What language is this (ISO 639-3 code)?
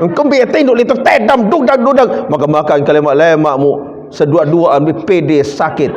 sas